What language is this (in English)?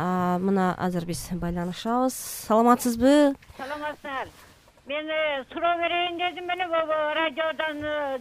Kyrgyz